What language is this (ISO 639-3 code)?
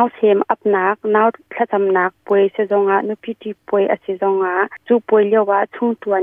cnh